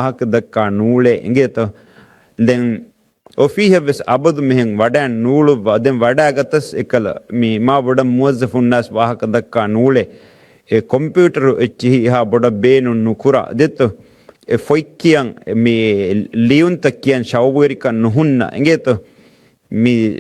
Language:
Divehi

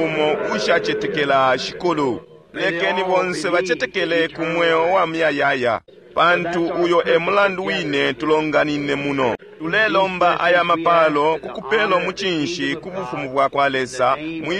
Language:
Bemba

